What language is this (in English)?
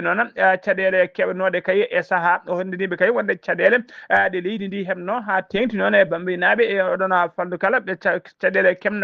Fula